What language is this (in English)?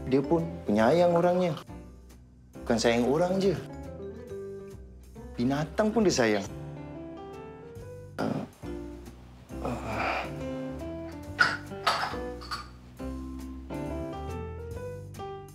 Malay